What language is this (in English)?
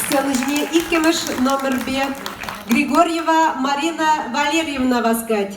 Chuvash